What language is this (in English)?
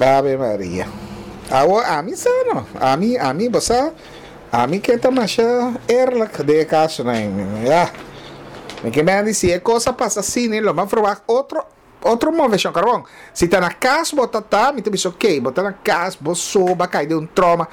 Papiamento